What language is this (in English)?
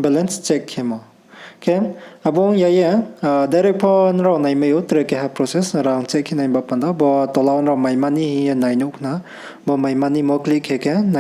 Riang (India)